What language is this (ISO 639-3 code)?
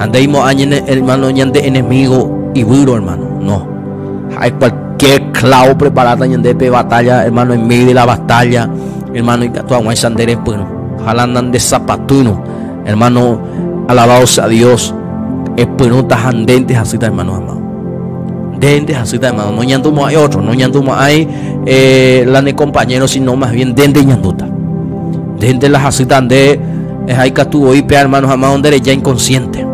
grn